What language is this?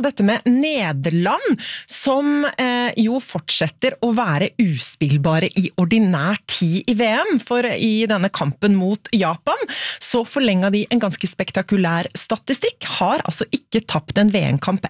Norwegian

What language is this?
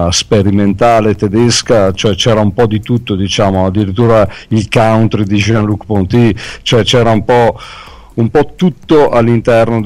Italian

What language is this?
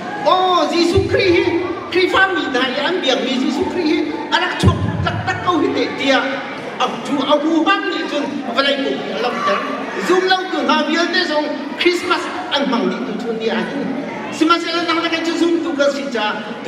Hakha Chin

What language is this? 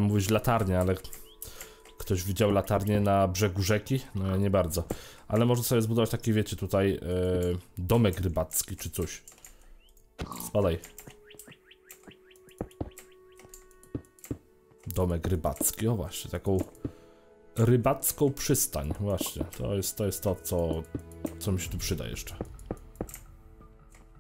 Polish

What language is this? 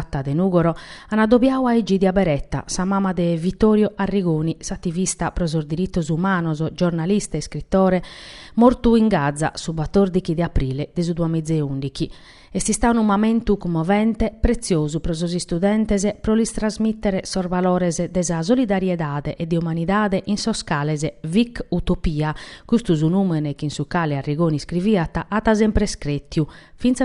Sardinian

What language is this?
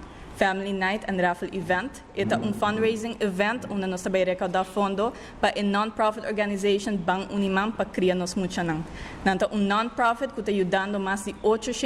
Papiamento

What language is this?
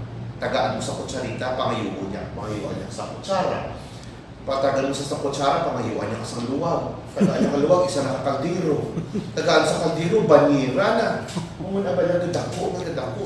Hiligaynon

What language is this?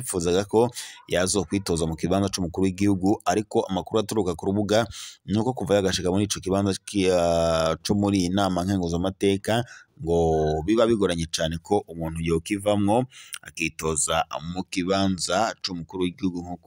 Rundi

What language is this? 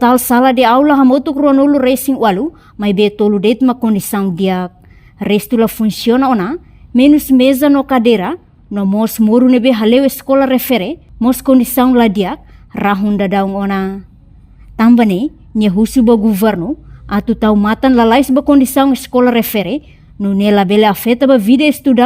Tetum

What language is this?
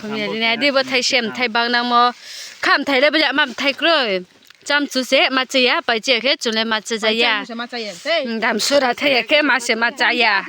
Riang (India)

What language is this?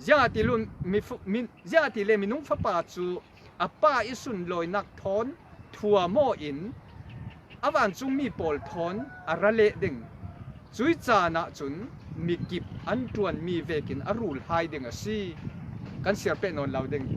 Falam Chin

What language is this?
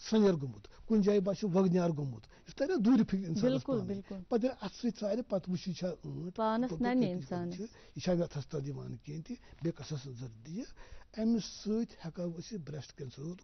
Kashmiri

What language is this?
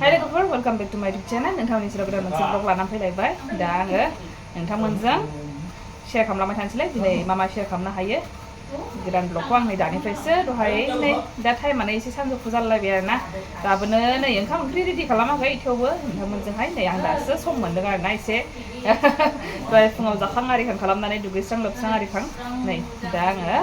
Bodo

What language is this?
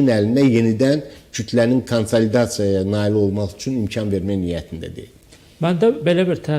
Azerbaijani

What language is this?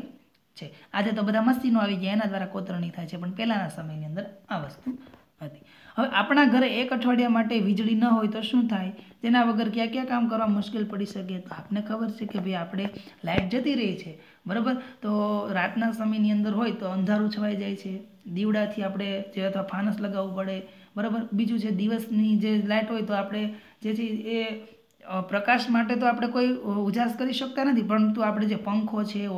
Gujarati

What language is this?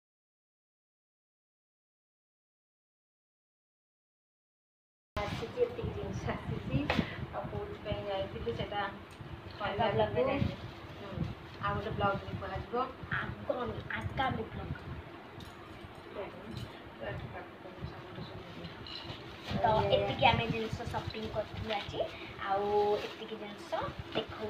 Odia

